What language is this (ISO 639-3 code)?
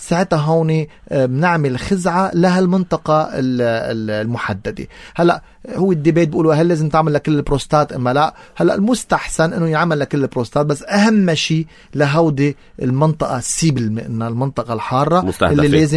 apc